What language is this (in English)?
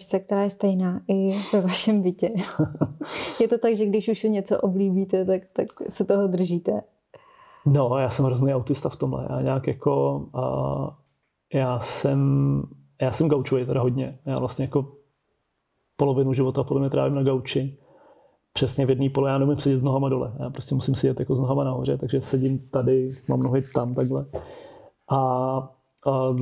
Czech